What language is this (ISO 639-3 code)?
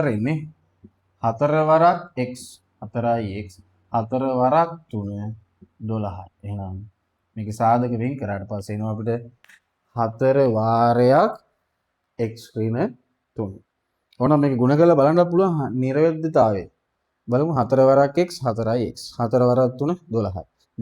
sin